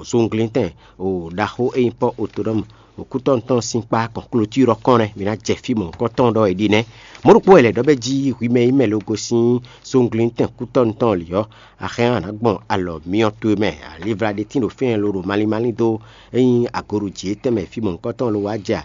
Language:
Fon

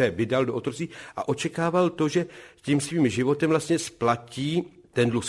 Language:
Czech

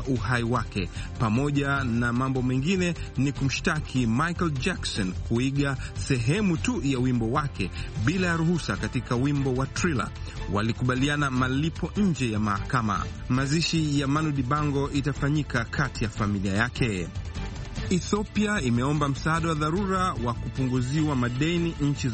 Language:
Swahili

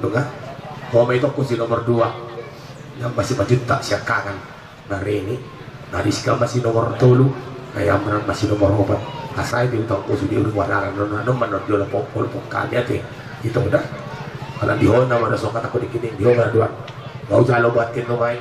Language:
Batak Toba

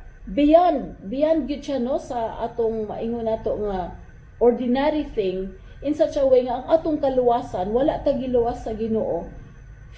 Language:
Cebuano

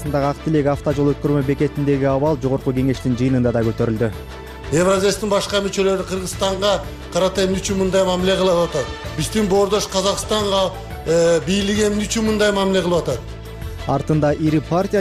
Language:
Kyrgyz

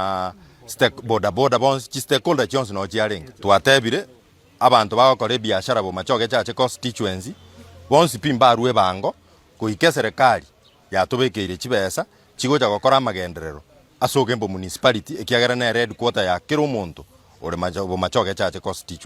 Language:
Gusii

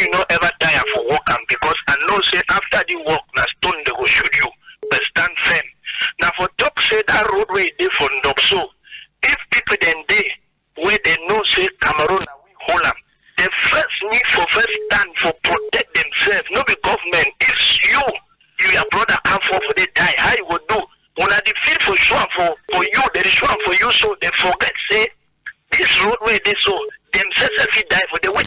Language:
Cameroon Pidgin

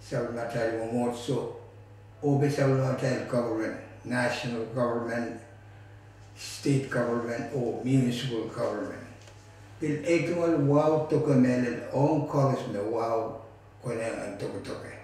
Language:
Pohnpeian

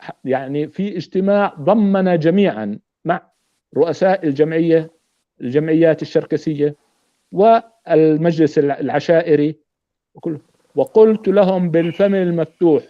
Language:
North Levantine Arabic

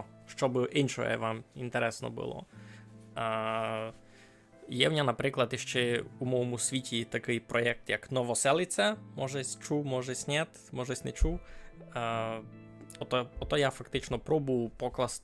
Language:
Rusyn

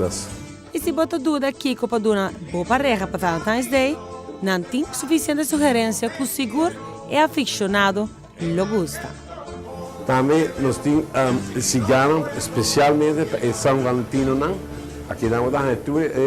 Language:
Papiamento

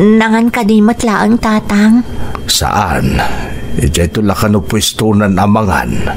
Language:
Iloko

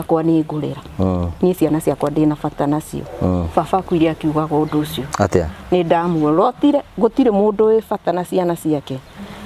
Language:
Kikuyu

